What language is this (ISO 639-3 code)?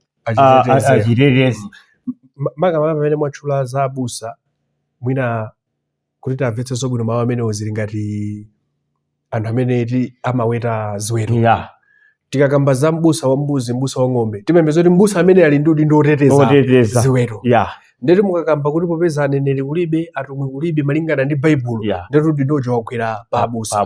nya